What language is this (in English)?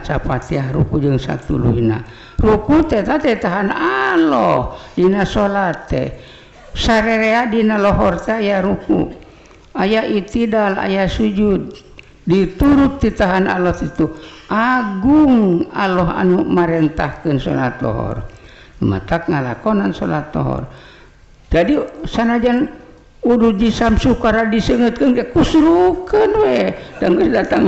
Sundanese